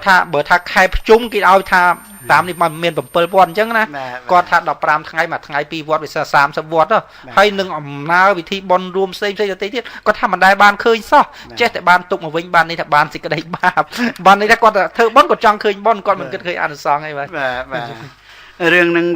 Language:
Khmer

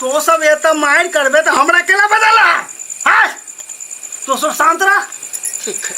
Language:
Maithili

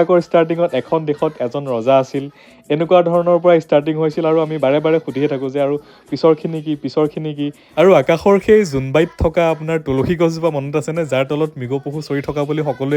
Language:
Assamese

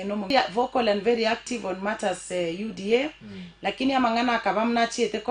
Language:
Gusii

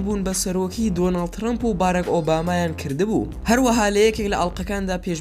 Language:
Central Kurdish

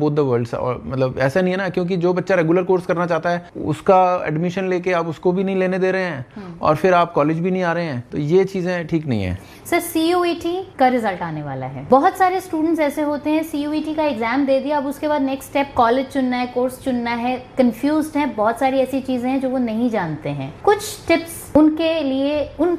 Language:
Hindi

